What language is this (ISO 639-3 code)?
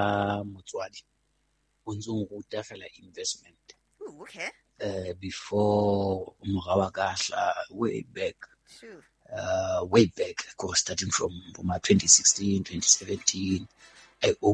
sot